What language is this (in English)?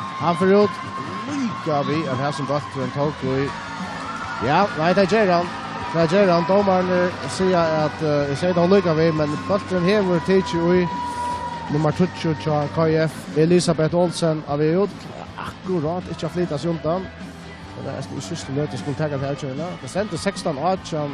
Faroese